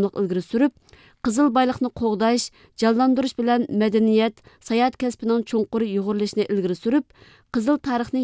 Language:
Uyghur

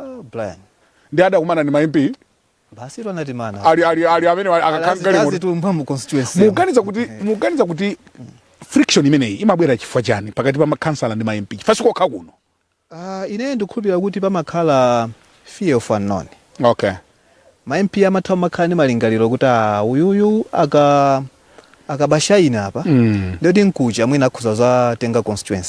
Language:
Nyanja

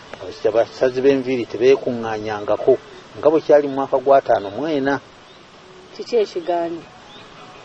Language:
Ganda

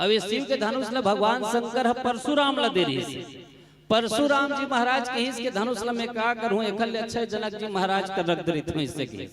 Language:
Chhattisgarhi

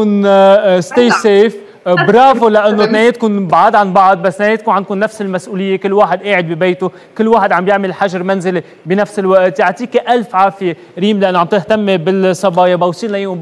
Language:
North Levantine Arabic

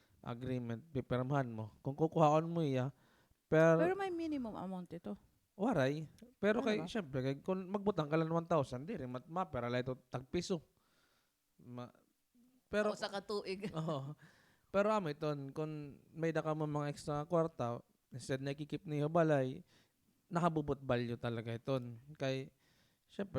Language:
Waray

